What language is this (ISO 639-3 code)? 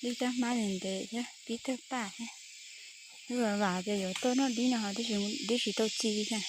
hmn